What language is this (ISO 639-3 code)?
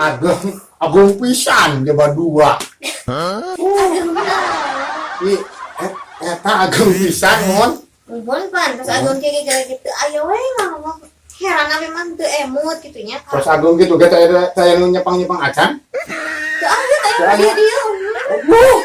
sun